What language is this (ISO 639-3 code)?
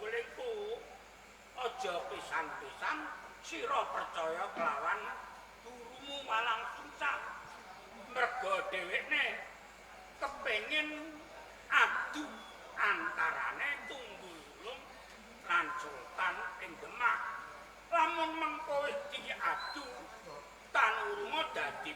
jav